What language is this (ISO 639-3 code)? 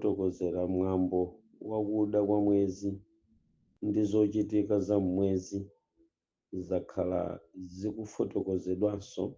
nya